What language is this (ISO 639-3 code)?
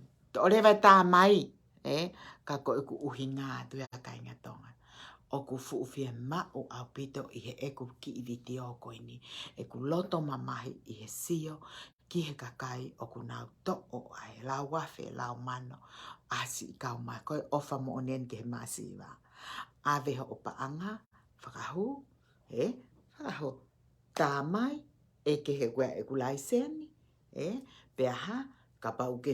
ton